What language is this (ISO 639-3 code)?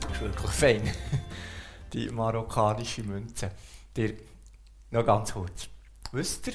gsw